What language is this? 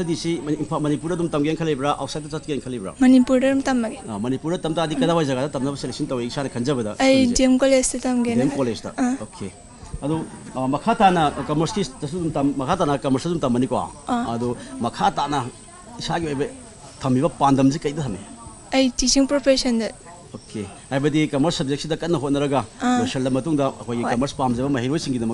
Manipuri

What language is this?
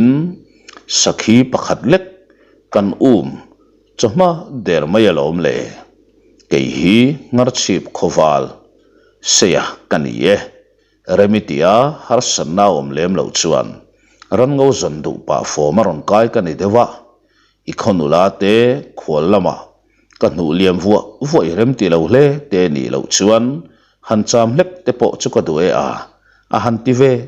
Mizo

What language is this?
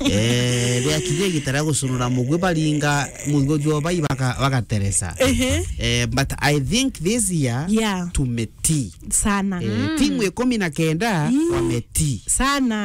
Meru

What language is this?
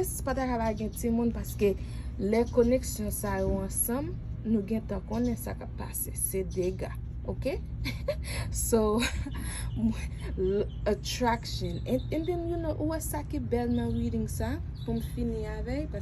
Haitian Creole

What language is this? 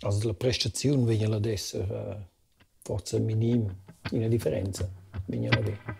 Romansh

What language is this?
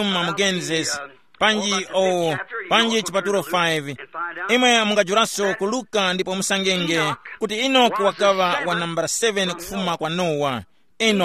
Tumbuka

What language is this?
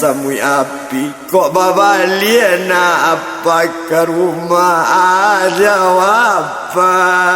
Minangkabau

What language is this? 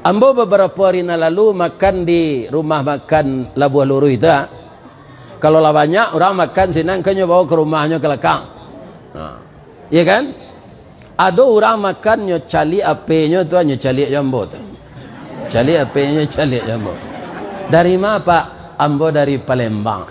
Minangkabau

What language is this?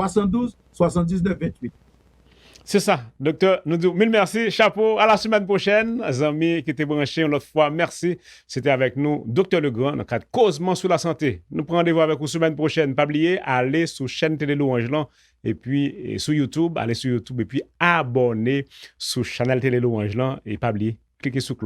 Haitian Creole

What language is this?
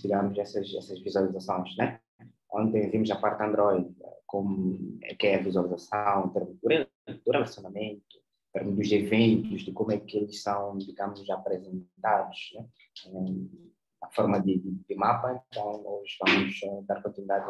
Portuguese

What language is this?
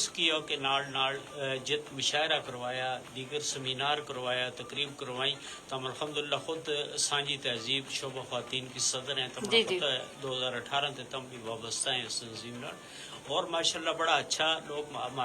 Gujari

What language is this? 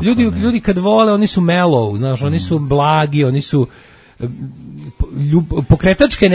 Serbian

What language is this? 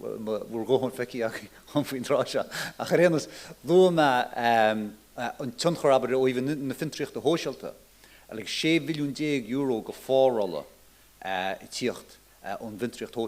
Irish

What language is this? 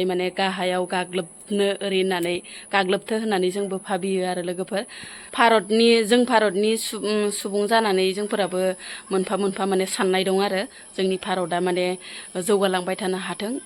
Bodo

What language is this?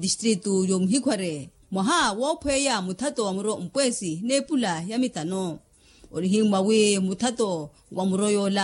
Makhuwa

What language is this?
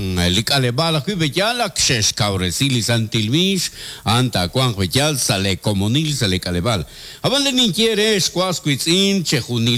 Kekchí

